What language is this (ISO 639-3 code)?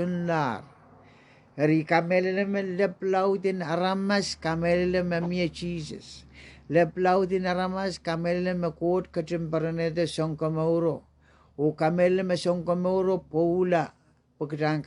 pon